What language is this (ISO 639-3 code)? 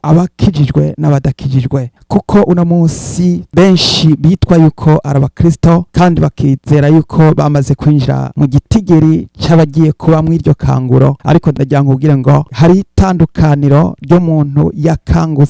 run